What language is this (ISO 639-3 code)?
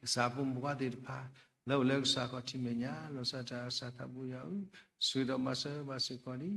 ksw